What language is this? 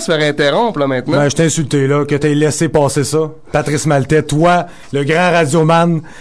French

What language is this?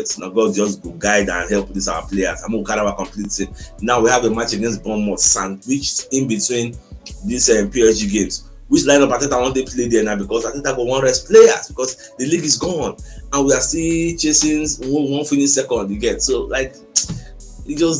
Nigerian Pidgin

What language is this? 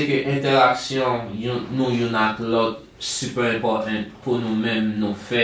Haitian Creole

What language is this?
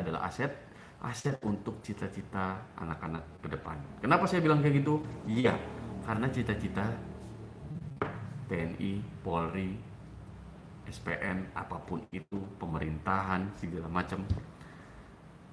Indonesian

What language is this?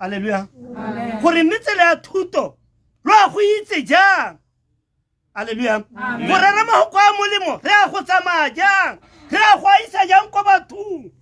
Tswana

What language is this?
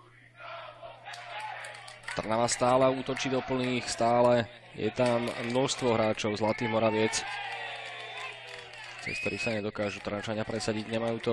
Slovak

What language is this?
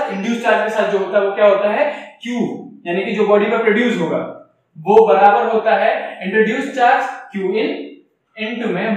Hindi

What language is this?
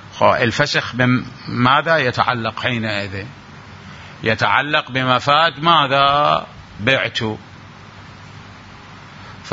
Arabic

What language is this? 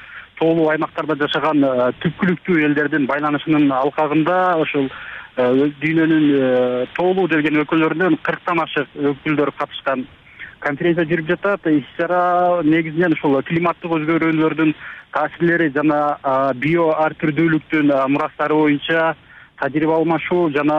Kyrgyz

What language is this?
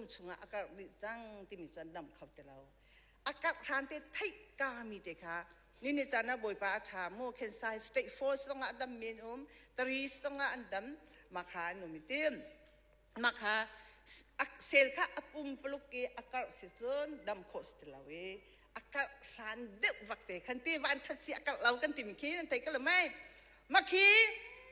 Hakha Chin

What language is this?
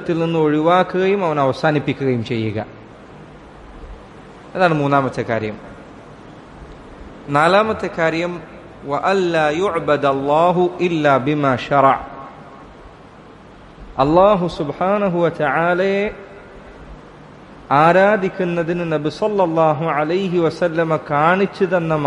Malayalam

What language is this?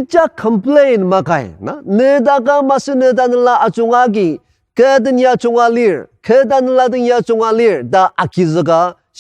Ao Naga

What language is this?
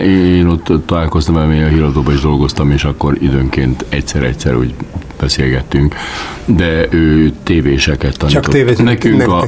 Hungarian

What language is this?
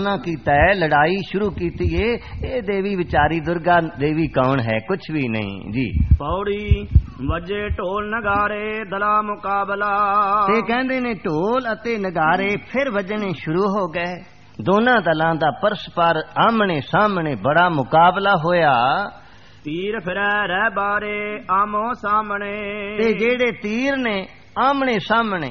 Punjabi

